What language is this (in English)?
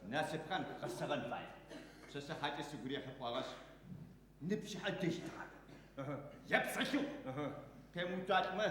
Adyghe